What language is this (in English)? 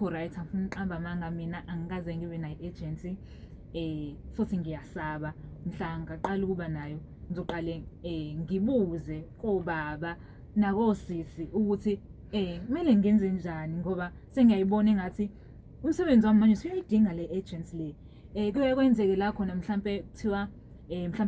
Zulu